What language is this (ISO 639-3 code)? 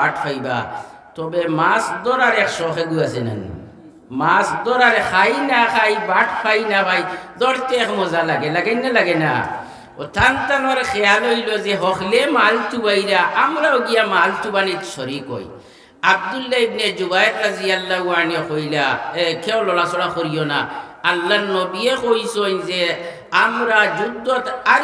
syl